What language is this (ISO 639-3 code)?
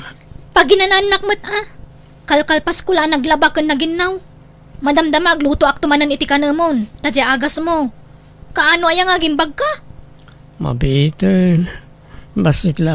ilo